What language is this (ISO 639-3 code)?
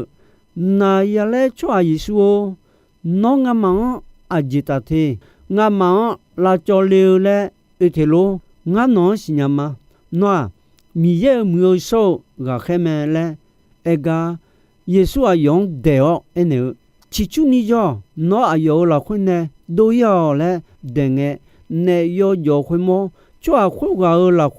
ahk